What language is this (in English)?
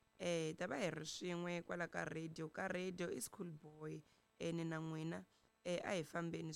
Tsonga